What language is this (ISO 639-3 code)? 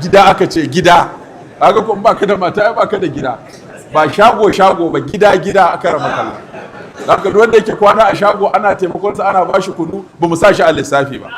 hau